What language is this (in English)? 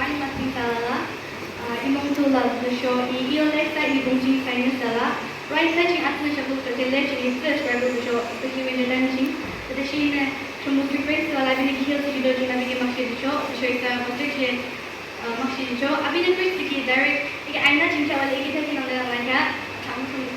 Yimchungru Naga